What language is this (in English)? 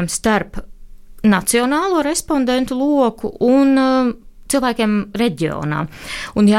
Latvian